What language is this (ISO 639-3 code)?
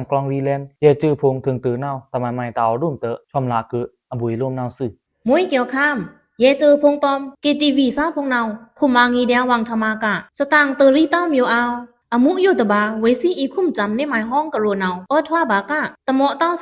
blk